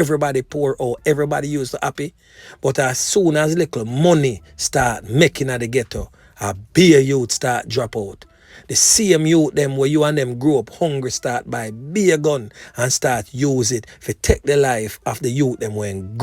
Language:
Jamaican Creole English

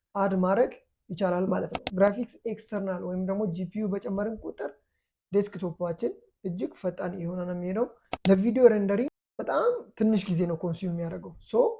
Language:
Amharic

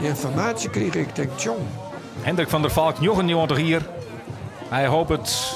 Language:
Western Frisian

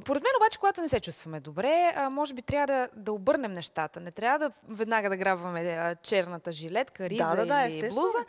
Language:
Bulgarian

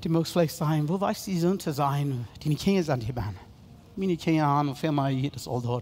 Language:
Plautdietsch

